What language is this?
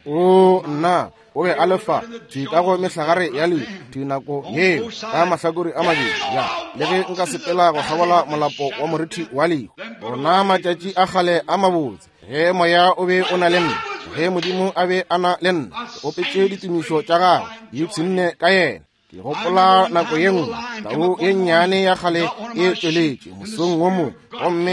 Northern Sotho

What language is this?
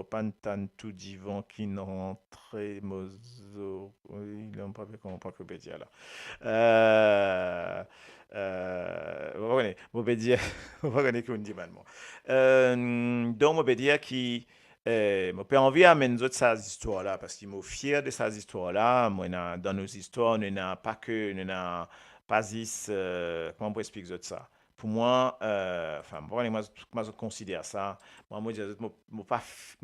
Morisyen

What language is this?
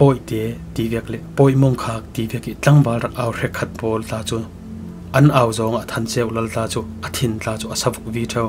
Falam Chin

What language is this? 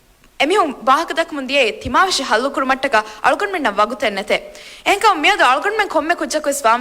Divehi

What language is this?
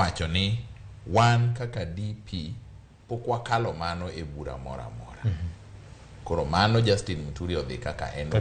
Luo (Kenya and Tanzania)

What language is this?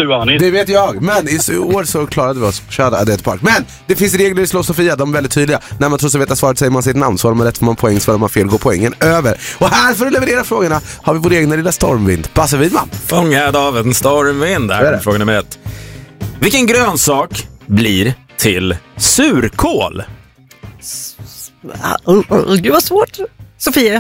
Swedish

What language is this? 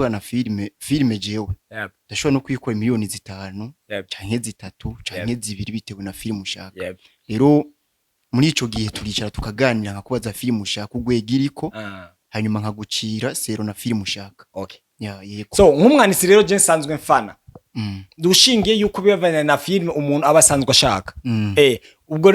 Rundi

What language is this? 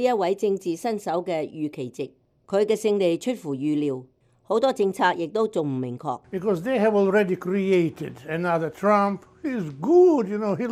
Cantonese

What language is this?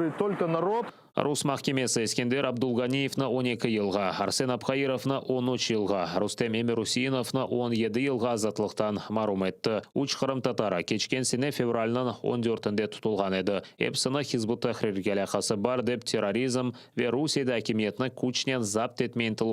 Crimean Tatar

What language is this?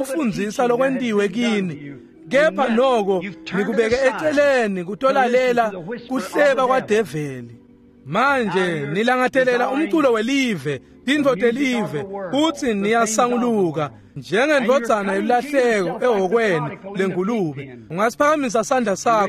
Swati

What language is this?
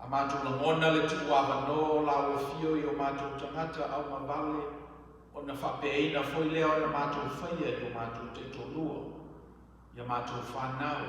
Samoan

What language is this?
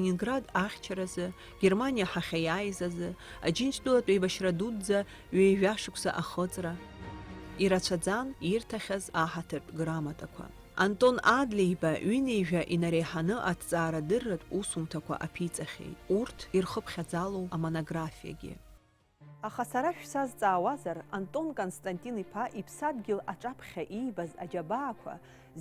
Abkhazian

